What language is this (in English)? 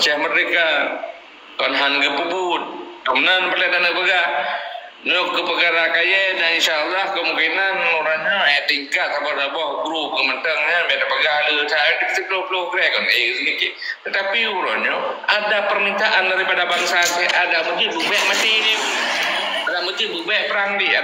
Achinese